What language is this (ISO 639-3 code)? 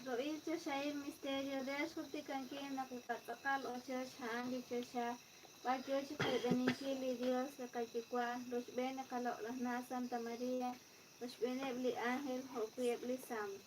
kek